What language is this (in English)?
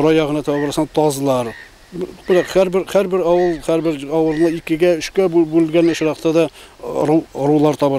Bashkir